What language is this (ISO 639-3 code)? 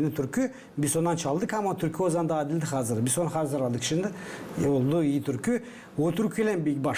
gag